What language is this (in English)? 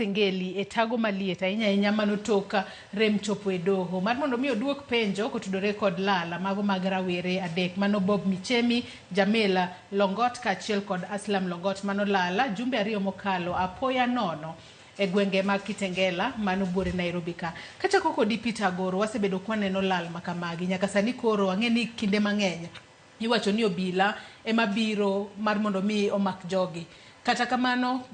Luo (Kenya and Tanzania)